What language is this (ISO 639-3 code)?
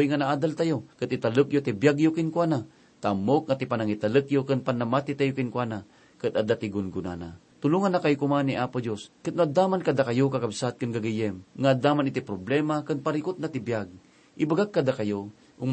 ilo